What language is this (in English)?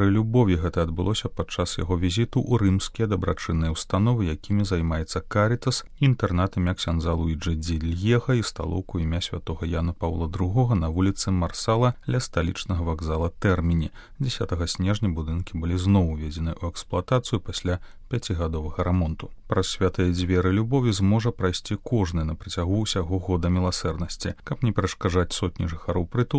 Belarusian